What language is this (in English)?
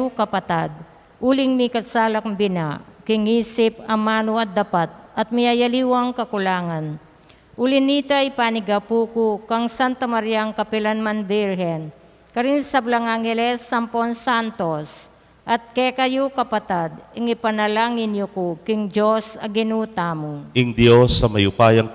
Pampanga